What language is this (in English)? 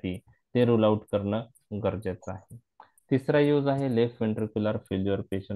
Marathi